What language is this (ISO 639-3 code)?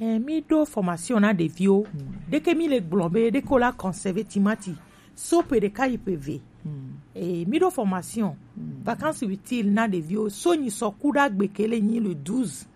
gej